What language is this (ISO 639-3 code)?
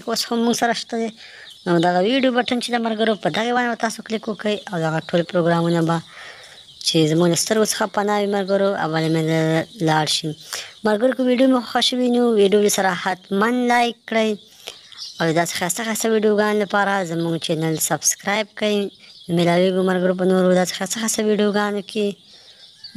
pus